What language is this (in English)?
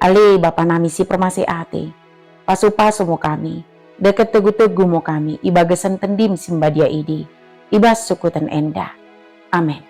Batak Dairi